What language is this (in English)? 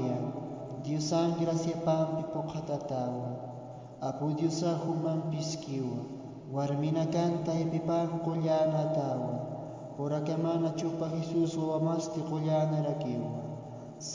Aymara